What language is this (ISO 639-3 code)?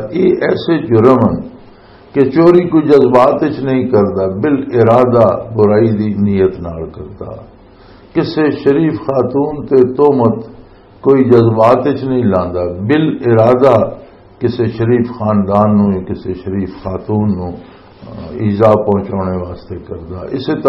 lah